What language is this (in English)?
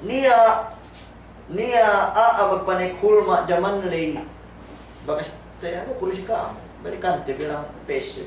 Yakan